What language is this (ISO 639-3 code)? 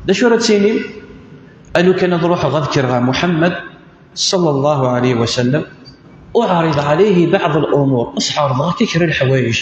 kab